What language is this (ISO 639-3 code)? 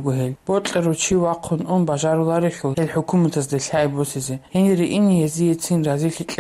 ava